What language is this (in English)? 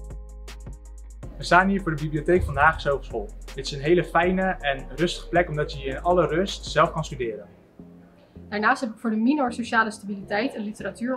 Dutch